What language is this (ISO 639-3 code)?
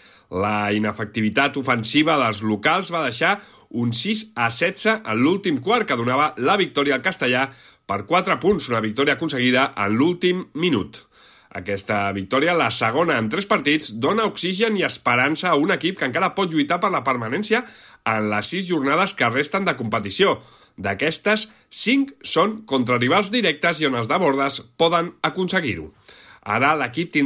cat